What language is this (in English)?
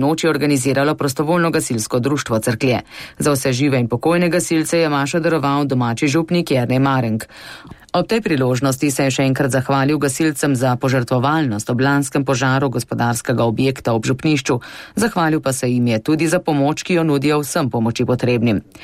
Slovenian